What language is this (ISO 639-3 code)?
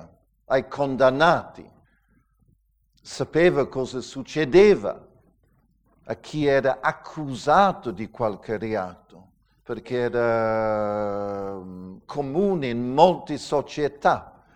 ita